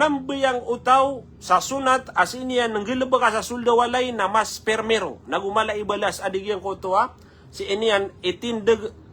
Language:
Maranao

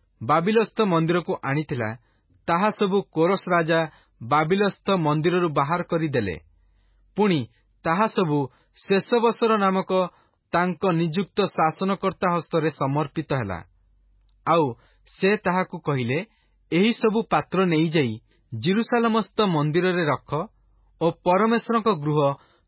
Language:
Odia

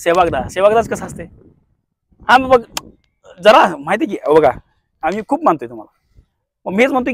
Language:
Marathi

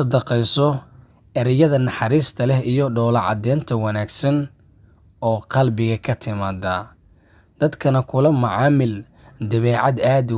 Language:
Somali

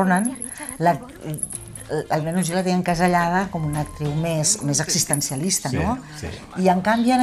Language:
Catalan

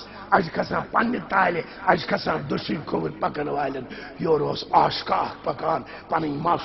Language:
Kashmiri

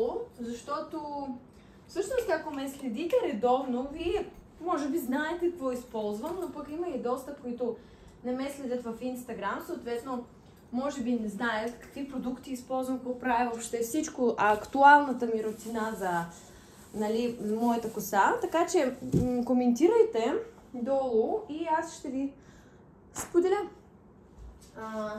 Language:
Bulgarian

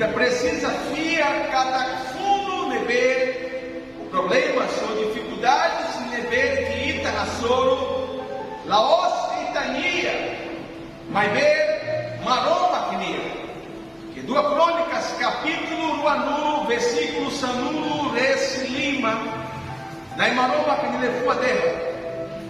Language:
Tetum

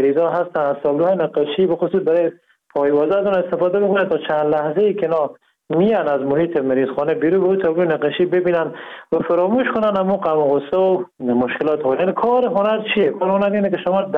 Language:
Persian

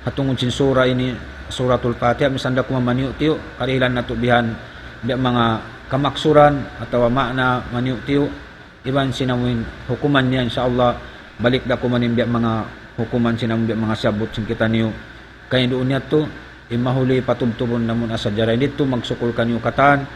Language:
Tausug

